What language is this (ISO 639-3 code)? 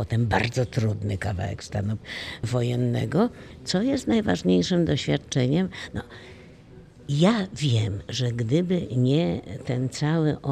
pol